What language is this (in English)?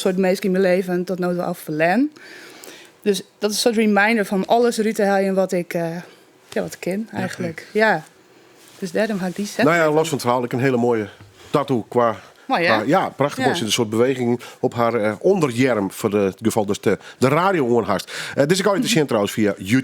Western Frisian